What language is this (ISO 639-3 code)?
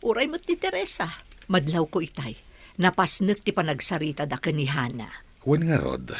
ilo